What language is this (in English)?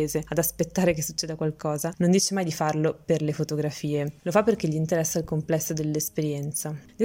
Italian